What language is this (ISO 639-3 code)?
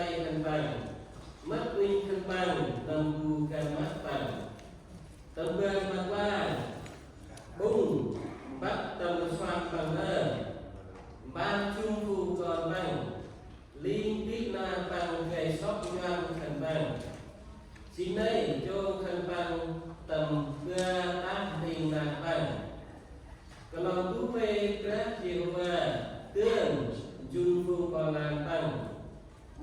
cmo